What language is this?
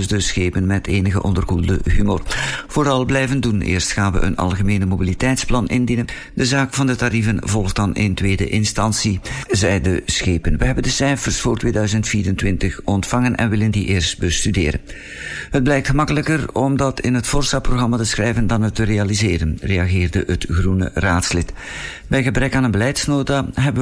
Dutch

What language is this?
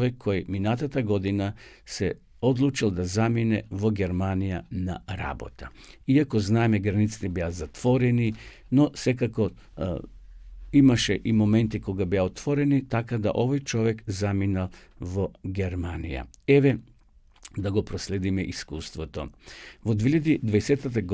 Macedonian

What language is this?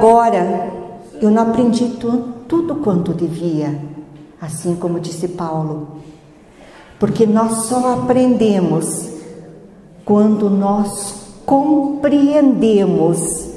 Portuguese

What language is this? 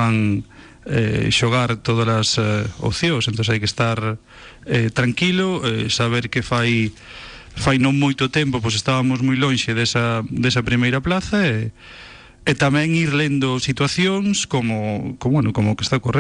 Galician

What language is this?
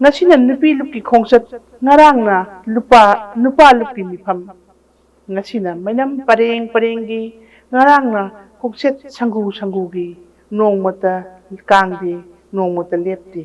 Manipuri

